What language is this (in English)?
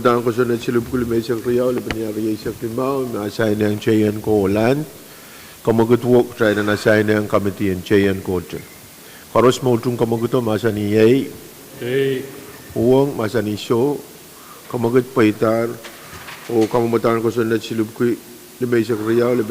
Pohnpeian